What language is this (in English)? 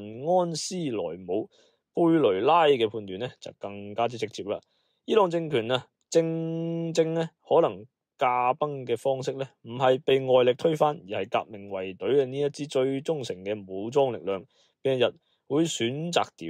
Cantonese